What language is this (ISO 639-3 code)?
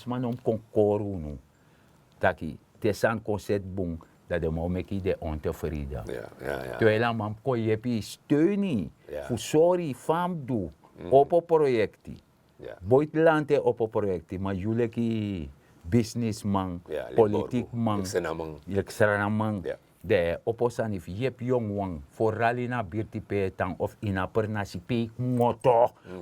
srn